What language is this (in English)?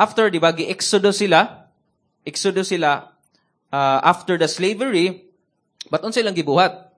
Cebuano